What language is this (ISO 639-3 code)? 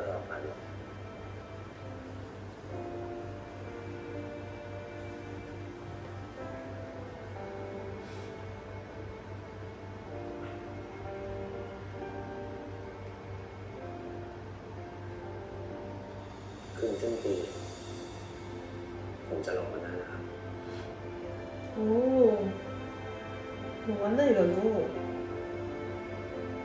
tha